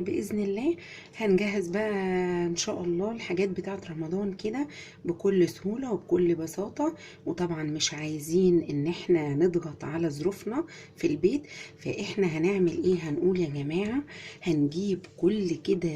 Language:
Egyptian Arabic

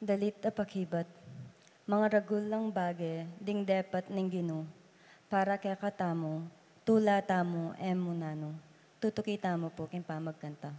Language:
Pampanga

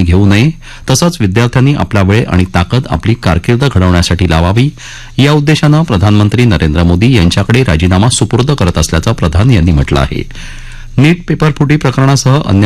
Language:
Marathi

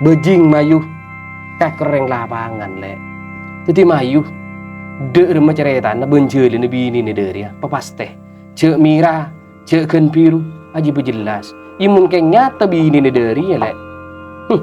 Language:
Madurese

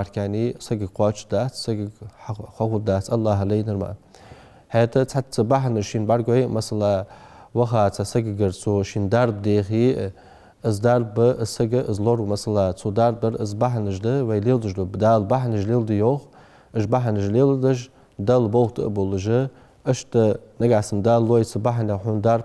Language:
Ingush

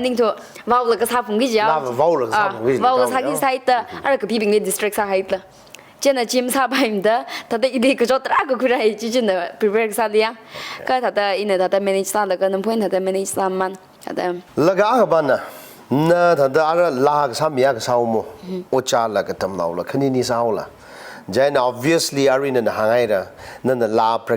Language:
Tangkhul Naga (India)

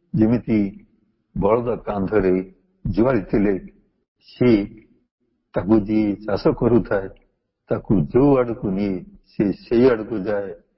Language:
Odia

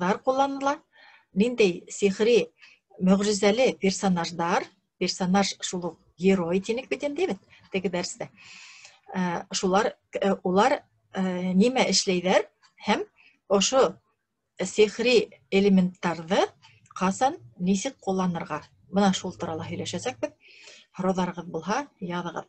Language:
Bashkir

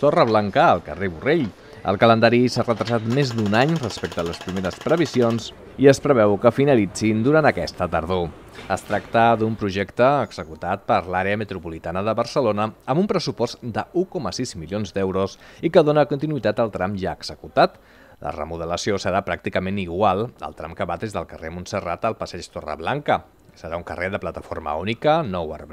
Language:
Catalan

